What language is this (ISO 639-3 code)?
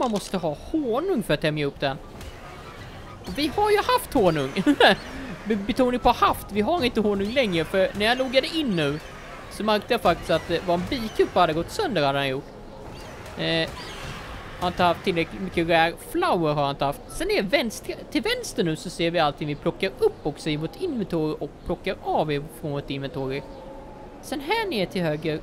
swe